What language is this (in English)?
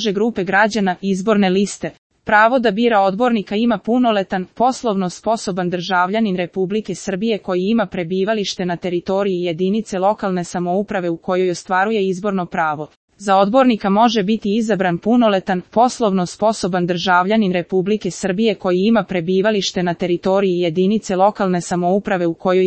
Serbian